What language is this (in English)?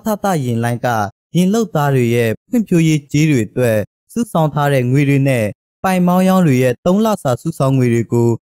Burmese